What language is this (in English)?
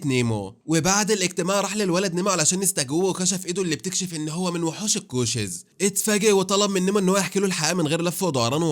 Egyptian Arabic